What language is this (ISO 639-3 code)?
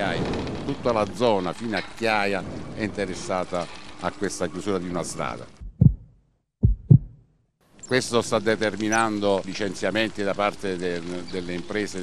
ita